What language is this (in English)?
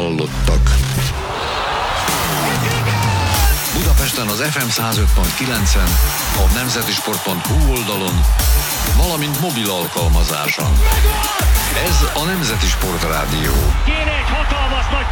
Hungarian